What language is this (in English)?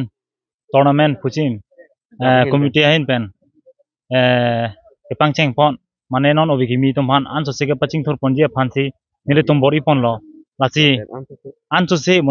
Karbi